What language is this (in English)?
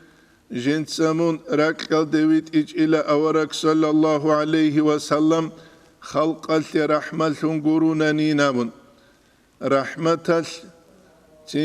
Avaric